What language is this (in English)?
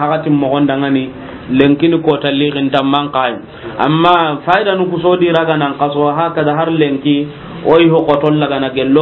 Soninke